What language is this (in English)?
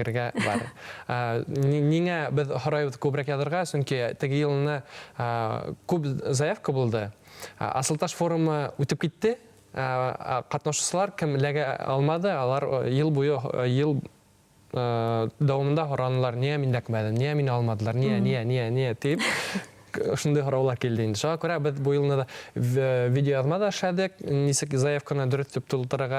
Bashkir